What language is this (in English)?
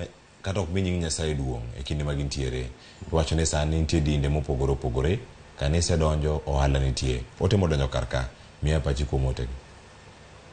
Luo (Kenya and Tanzania)